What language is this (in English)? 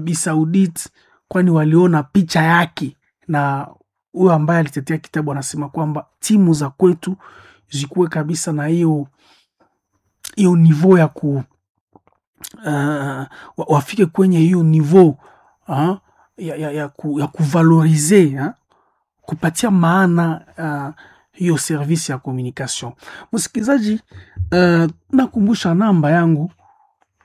Swahili